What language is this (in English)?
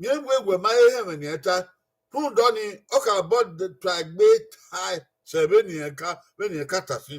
Bini